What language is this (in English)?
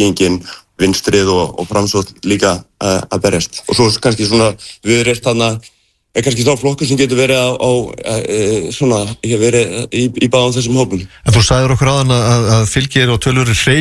Icelandic